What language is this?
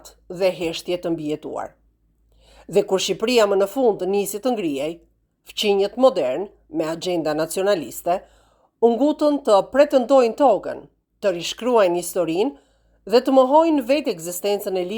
Albanian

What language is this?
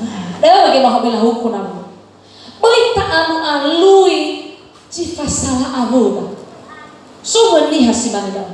Nias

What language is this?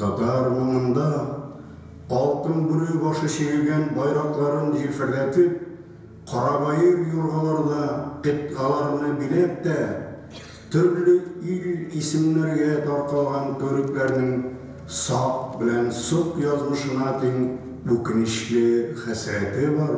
Tatar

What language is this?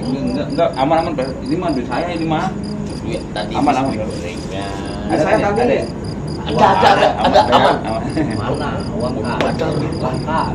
Betawi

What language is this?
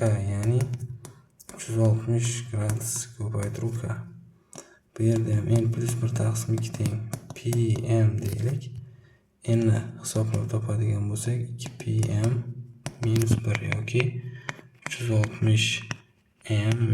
Uzbek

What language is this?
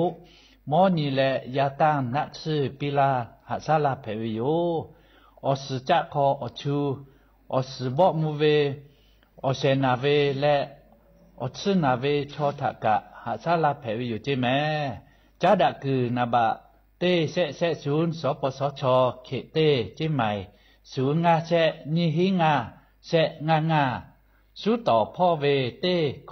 Lahu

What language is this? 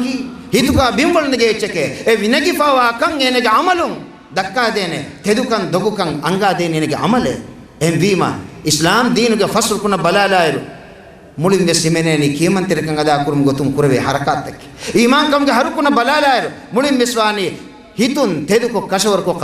Divehi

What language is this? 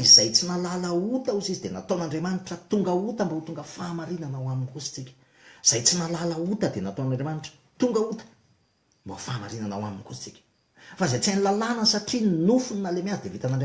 Malagasy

